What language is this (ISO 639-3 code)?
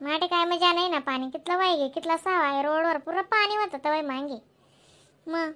khn